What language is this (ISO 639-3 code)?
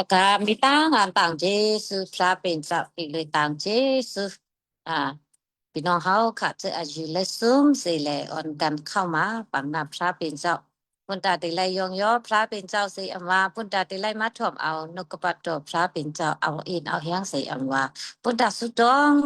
shn